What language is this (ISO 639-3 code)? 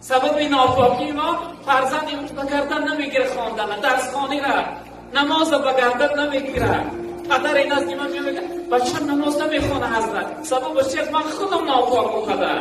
tgk